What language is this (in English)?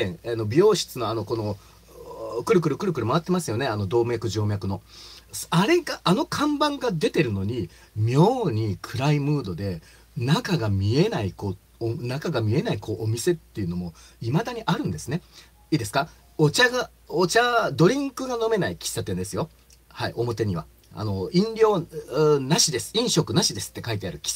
Japanese